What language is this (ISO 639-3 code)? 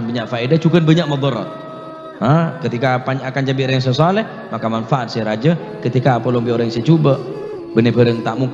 mad